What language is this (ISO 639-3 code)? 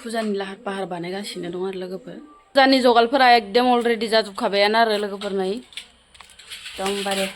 brx